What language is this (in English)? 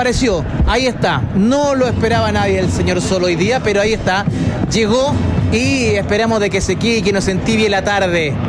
Spanish